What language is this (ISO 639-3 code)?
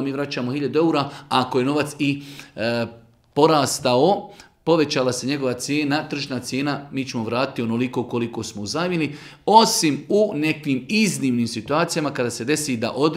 bos